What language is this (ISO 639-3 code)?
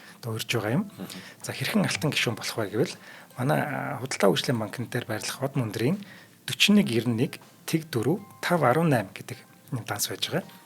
mon